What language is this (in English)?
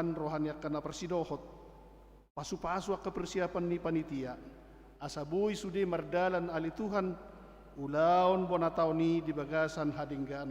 Batak Toba